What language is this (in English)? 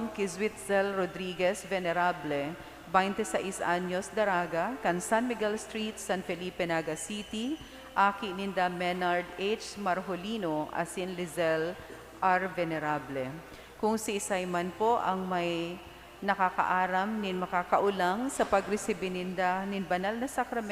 Bikol